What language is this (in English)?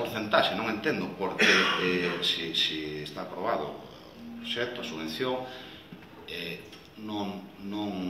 Galician